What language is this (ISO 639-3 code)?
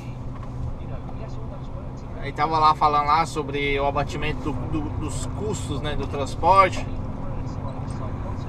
por